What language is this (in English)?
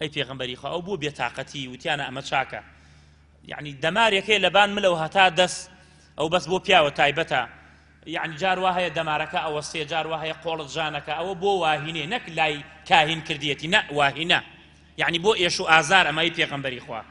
Central Kurdish